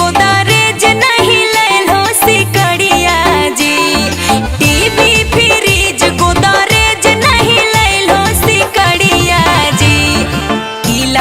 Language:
Magahi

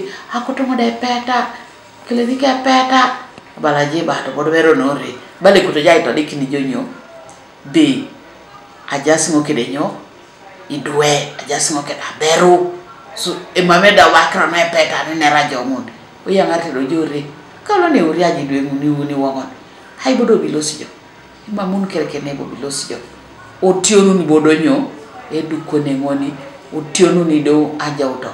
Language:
Teso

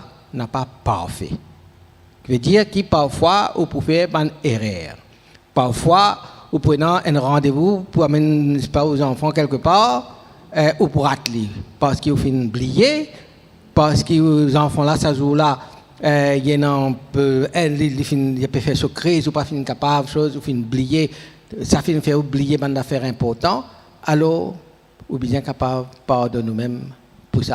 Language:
Morisyen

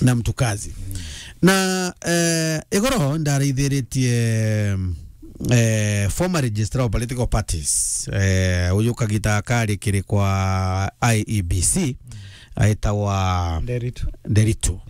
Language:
Meru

